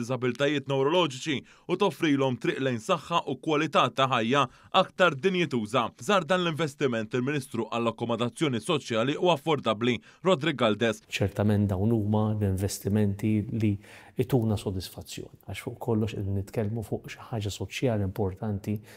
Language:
Maltese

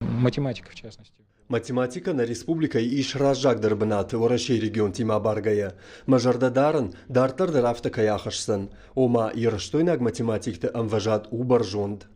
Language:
Ossetic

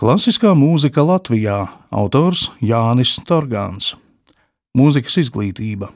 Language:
Latvian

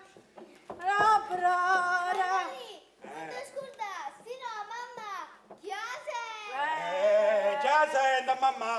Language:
Neapolitan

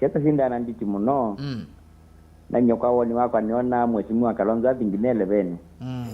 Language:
Kamba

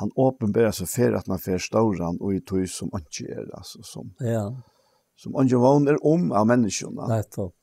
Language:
Faroese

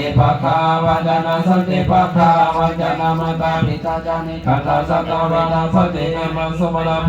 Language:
Pali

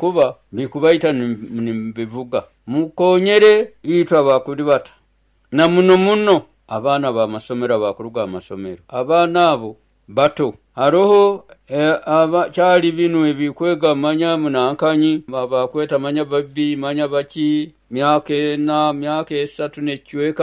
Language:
Nyoro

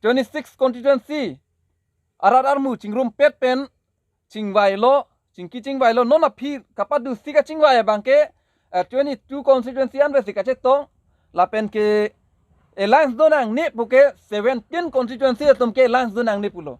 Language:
Karbi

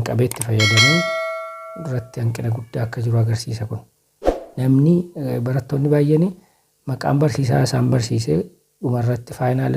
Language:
Oromo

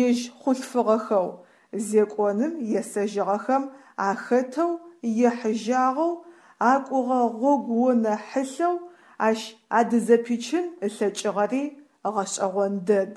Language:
Adyghe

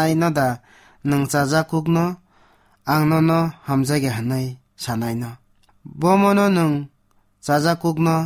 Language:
Kok Borok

